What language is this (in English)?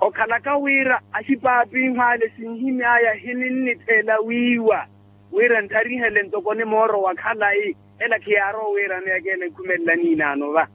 Makhuwa